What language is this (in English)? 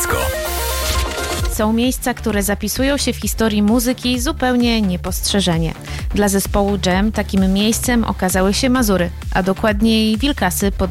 Polish